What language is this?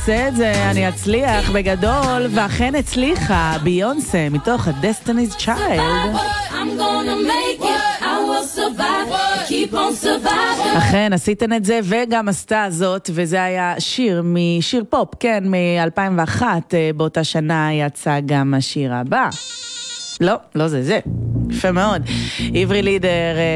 Hebrew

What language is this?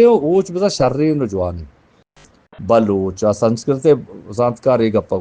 Eastern Balochi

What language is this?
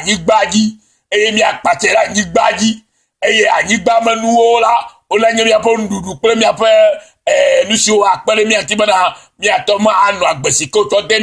Ewe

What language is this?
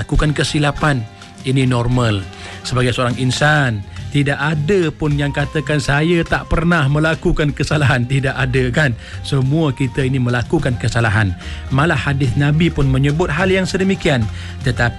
Malay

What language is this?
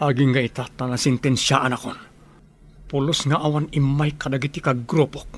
Iloko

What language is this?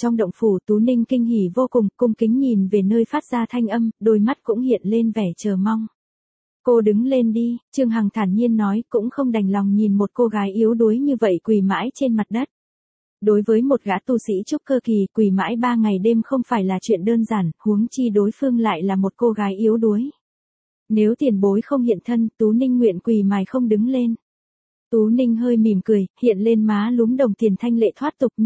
Vietnamese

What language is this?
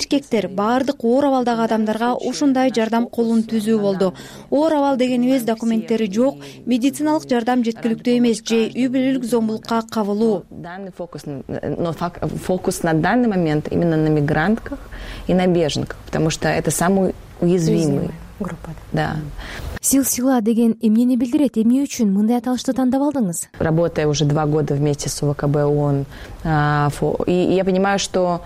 Kyrgyz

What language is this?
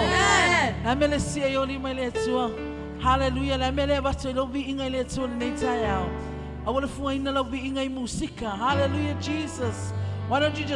Samoan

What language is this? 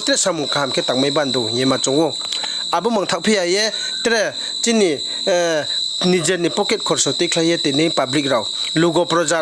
Riang (India)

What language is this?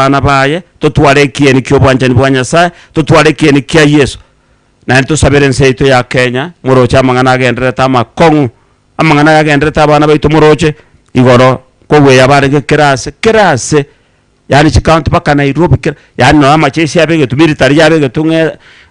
Gusii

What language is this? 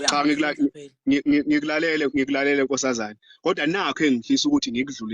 Zulu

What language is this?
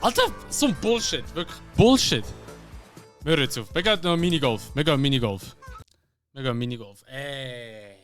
Swiss German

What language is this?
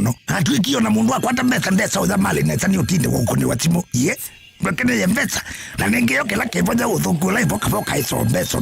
Kamba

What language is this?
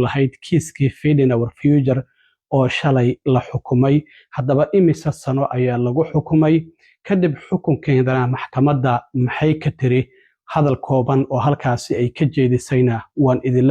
Somali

